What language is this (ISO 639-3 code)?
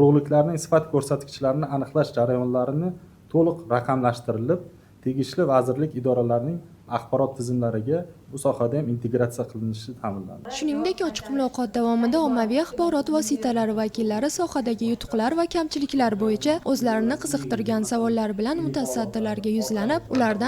uzb